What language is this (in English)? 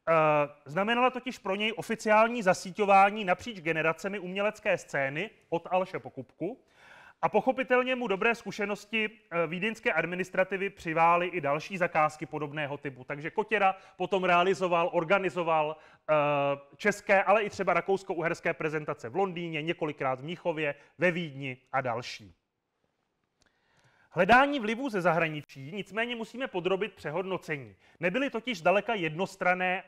Czech